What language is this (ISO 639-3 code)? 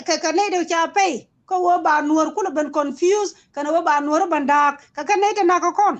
nus